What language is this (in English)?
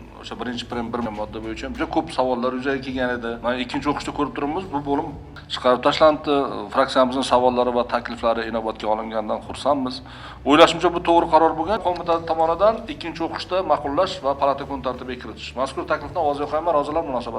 Uzbek